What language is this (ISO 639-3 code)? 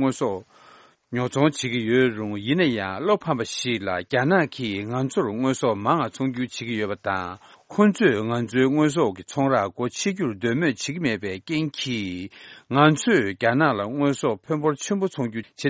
bod